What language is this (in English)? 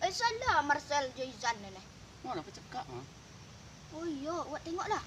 Minangkabau